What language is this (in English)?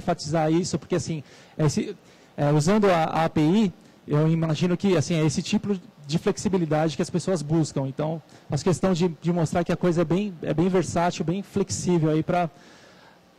Portuguese